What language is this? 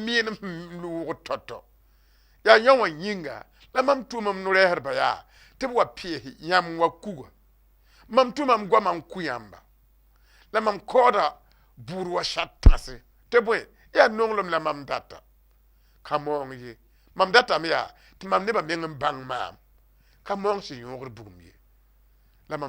Mossi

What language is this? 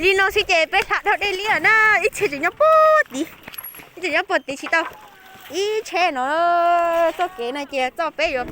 Hmong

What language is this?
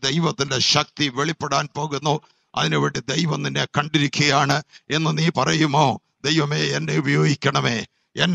Malayalam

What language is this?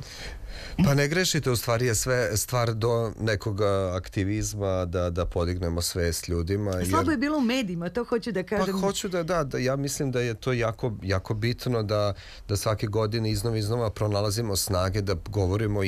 Serbian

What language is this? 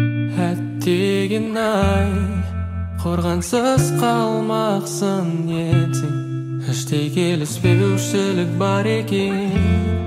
Kazakh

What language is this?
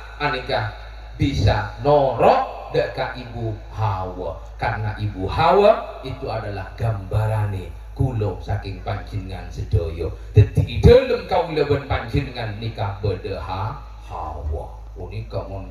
Madurese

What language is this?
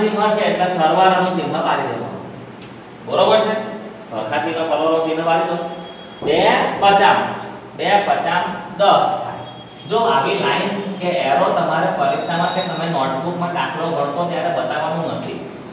Gujarati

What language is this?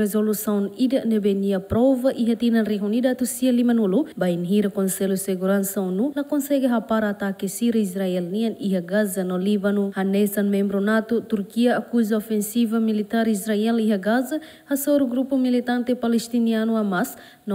Tetum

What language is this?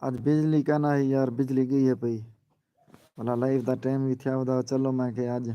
Saraiki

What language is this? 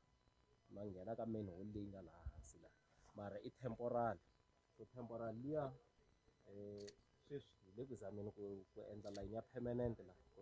Tsonga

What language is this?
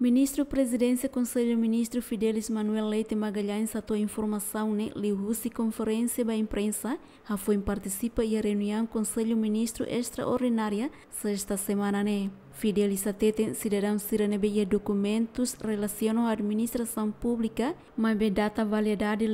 Tetum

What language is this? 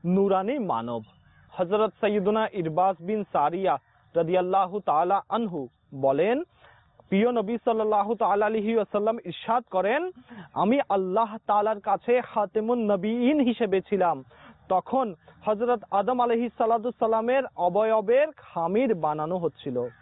Bangla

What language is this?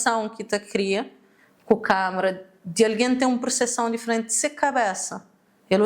Kabuverdianu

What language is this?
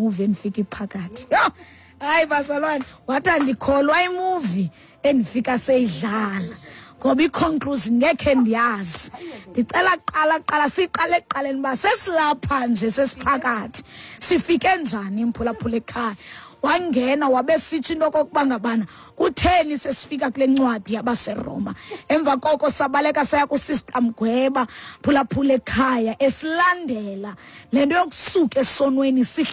Xhosa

